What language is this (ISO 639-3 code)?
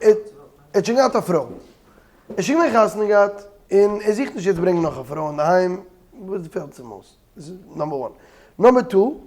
yid